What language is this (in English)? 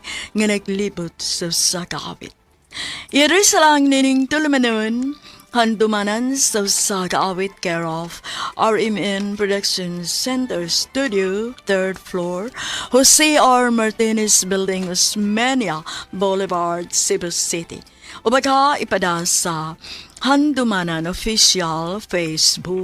Cebuano